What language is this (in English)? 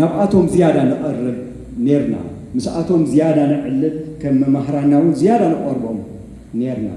Tigrinya